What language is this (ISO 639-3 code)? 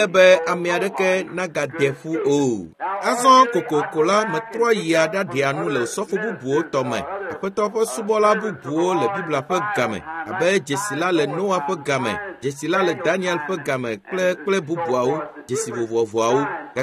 ewe